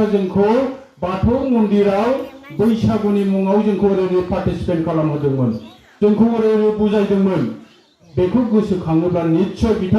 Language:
Bodo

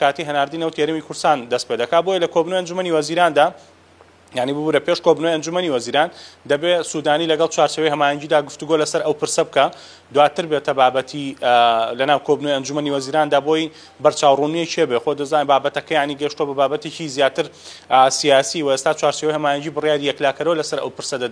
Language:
Central Kurdish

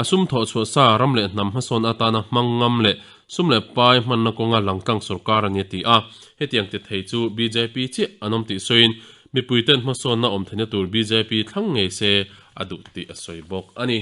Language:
Mizo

